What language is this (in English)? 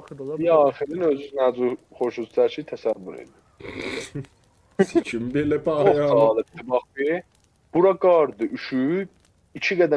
South Azerbaijani